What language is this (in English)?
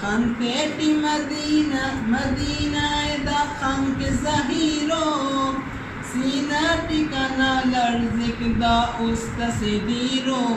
Brahui